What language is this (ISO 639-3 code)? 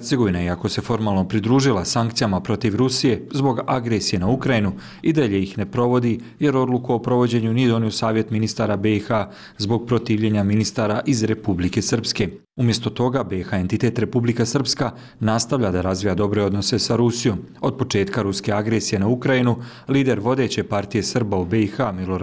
bos